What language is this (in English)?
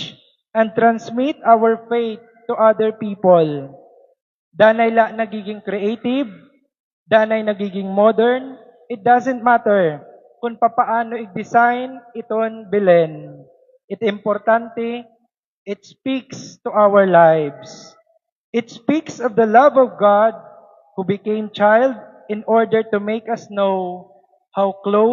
Waray